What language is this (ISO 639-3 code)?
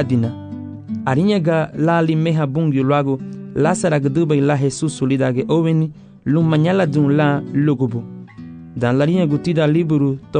cab